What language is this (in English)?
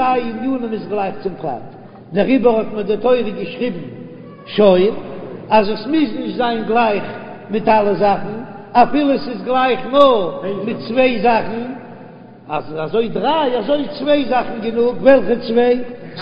Yiddish